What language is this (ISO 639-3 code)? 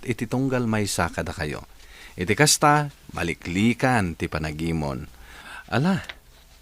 ilo